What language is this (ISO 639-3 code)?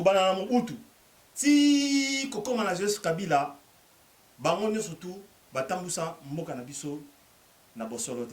lin